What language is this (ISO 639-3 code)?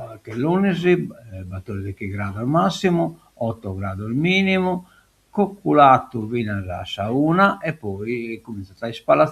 srd